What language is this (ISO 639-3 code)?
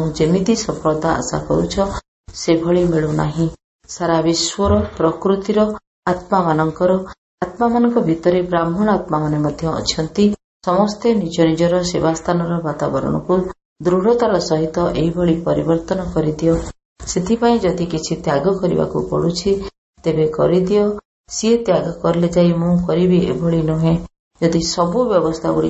ori